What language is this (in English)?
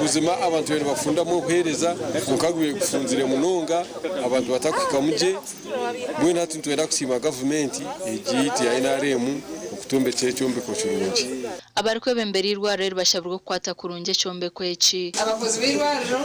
Nyankole